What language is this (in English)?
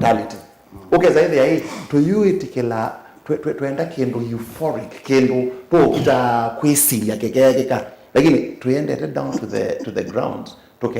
Kamba